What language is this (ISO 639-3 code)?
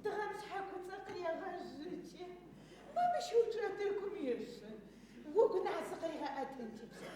ady